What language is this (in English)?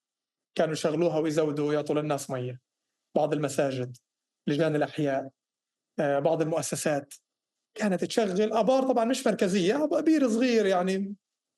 North Levantine Arabic